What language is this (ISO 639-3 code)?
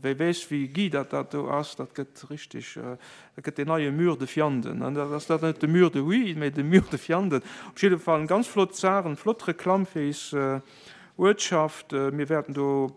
ltz